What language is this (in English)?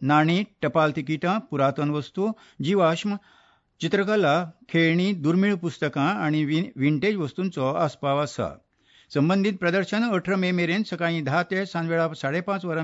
Konkani